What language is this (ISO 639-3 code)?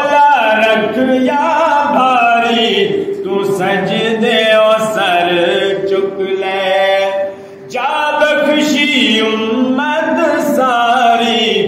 skr